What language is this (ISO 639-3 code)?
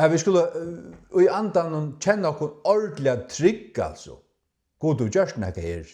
fao